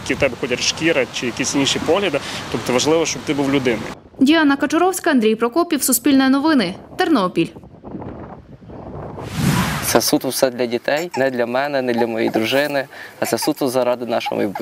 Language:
Ukrainian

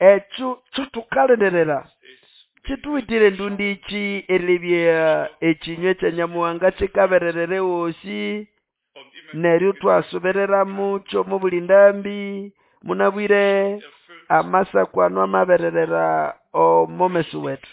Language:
Nande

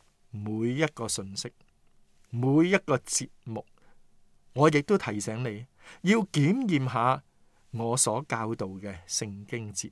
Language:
Cantonese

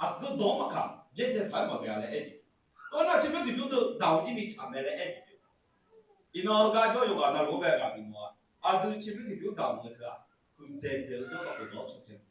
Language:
Akha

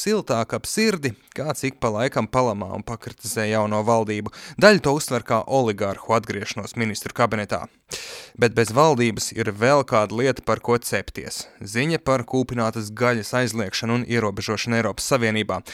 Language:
Latvian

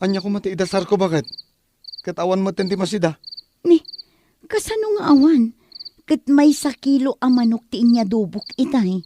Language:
Iloko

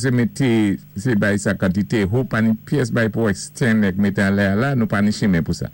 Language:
Saint Lucian Creole French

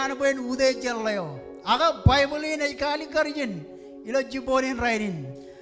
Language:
Marshallese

